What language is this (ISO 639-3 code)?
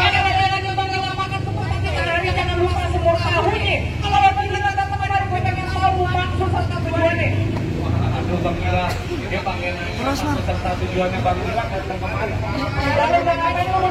bew